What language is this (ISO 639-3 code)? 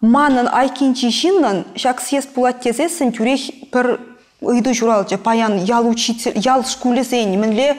chv